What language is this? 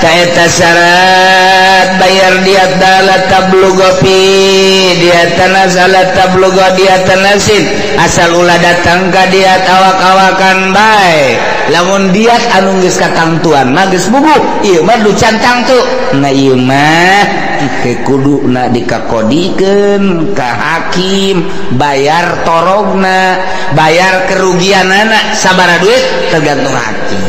Sundanese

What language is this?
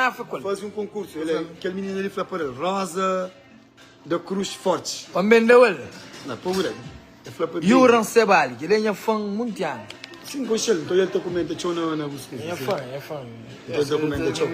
Kabuverdianu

